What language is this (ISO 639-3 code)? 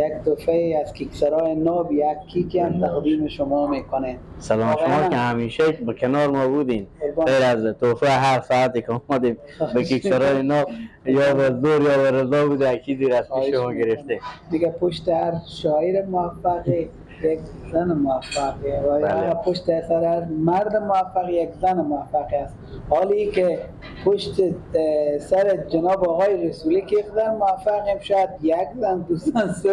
fas